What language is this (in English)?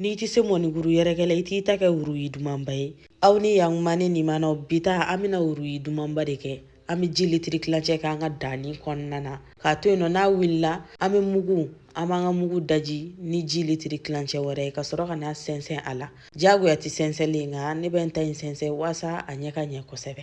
Bambara